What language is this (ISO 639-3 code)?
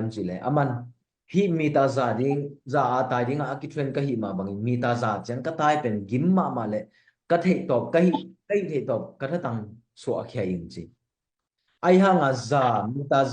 ctd